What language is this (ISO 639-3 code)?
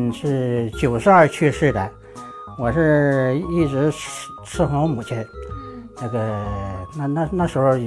zho